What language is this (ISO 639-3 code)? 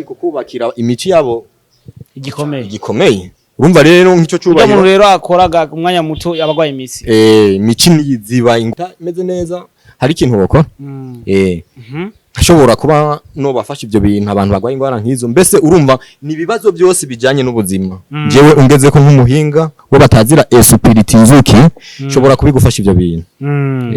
run